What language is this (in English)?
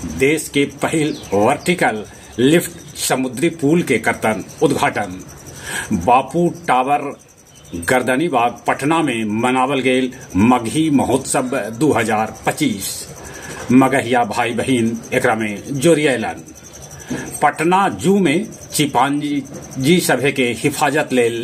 Magahi